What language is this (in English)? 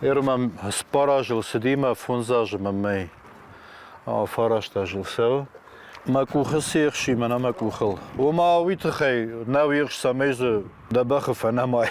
Ossetic